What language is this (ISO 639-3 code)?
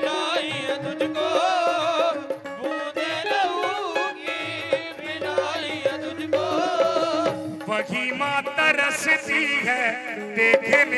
hin